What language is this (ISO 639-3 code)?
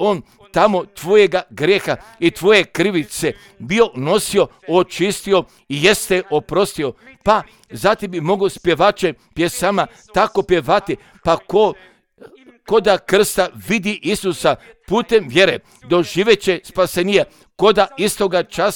hrv